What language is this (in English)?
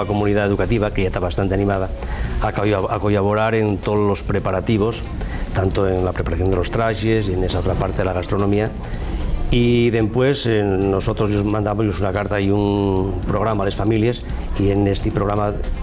Asturian